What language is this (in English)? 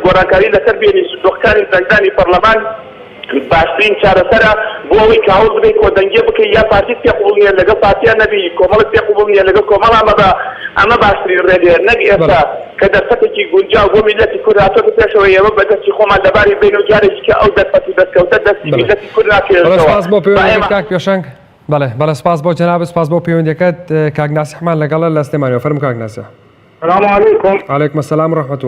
Central Kurdish